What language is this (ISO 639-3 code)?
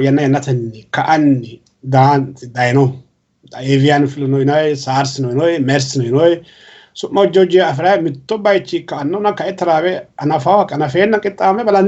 sid